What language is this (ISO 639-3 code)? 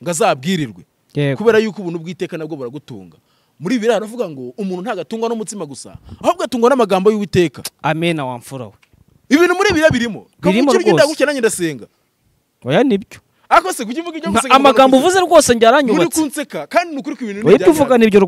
kin